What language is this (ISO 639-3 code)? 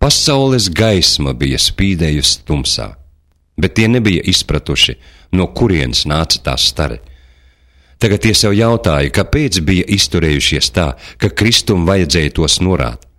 lav